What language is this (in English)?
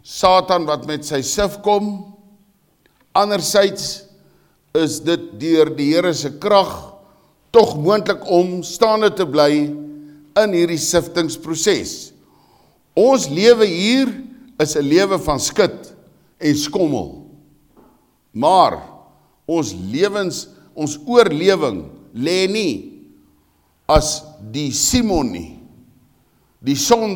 Afrikaans